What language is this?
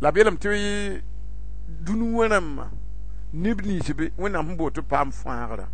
Mossi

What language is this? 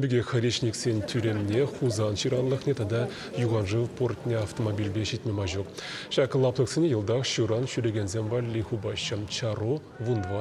Chuvash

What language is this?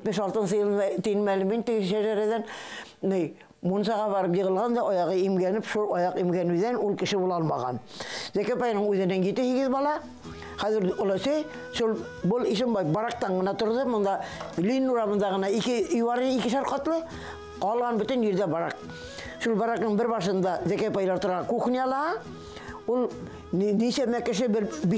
Bashkir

